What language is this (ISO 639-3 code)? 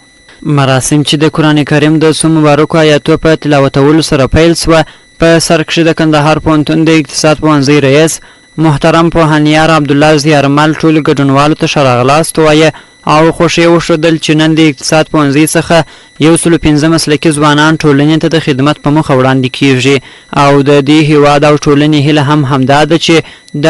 pus